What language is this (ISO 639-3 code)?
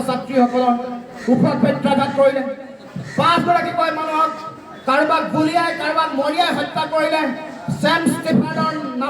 asm